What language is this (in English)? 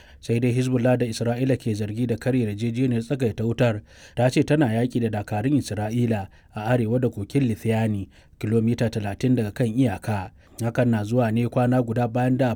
Hausa